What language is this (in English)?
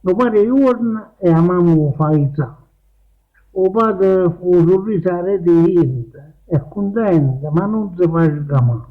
Neapolitan